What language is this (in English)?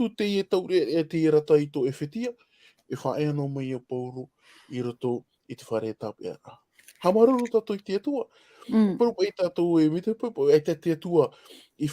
Tahitian